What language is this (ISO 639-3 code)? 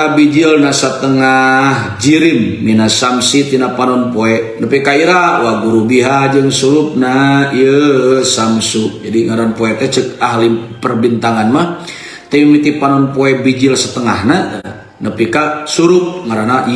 sun